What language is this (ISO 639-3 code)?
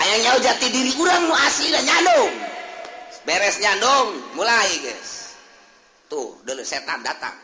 sun